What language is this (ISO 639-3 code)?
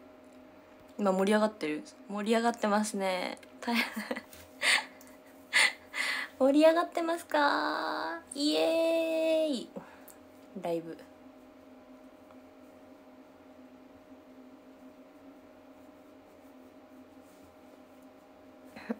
jpn